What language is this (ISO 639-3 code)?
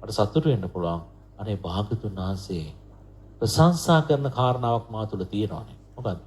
sin